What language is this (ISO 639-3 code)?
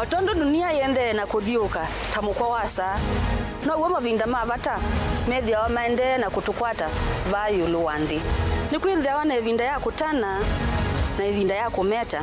kam